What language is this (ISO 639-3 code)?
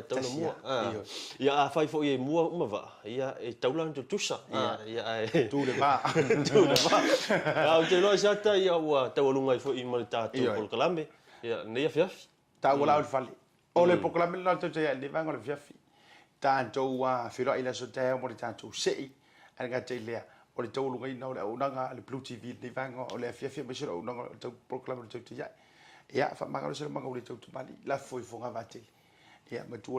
smo